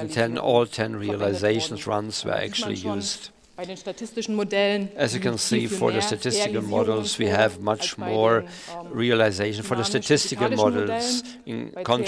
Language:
German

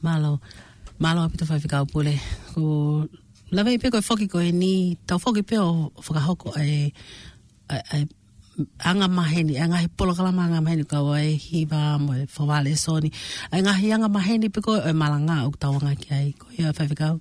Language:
Tongan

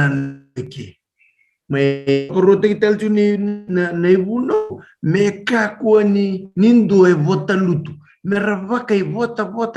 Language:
Fijian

